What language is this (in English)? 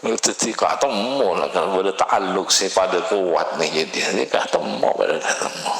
Madurese